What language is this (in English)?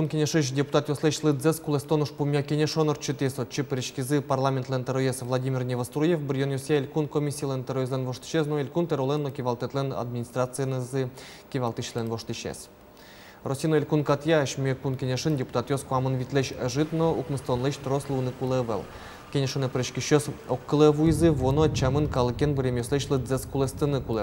Udmurt